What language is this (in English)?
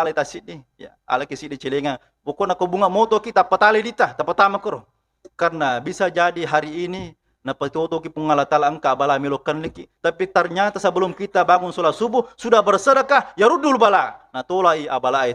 Buginese